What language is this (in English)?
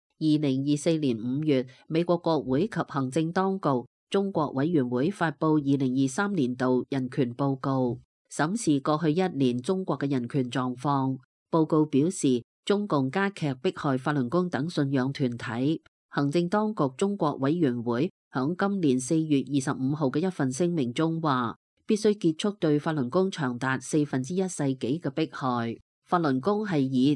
Cantonese